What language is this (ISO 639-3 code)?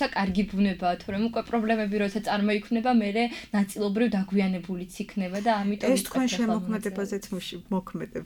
kat